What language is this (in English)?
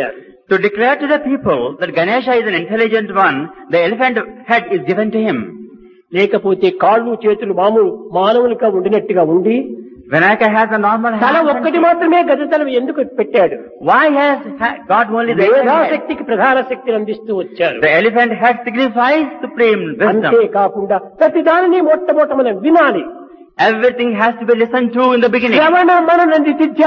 Telugu